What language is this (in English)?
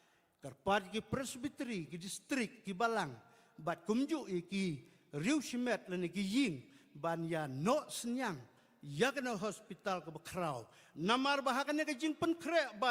Khasi